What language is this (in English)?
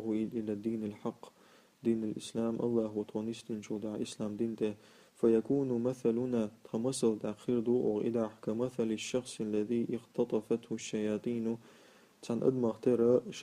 Chechen